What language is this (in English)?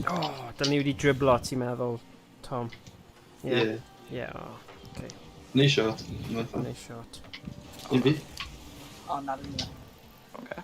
Welsh